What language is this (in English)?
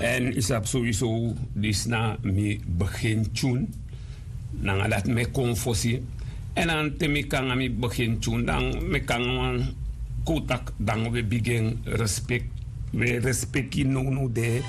Sranan Tongo